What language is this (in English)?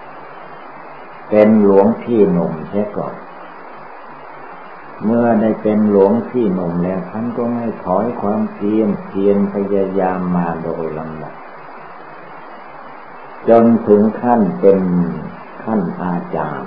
Thai